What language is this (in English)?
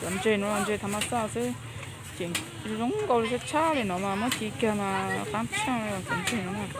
Hmong